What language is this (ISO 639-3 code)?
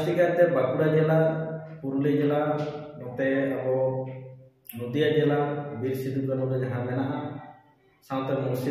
sat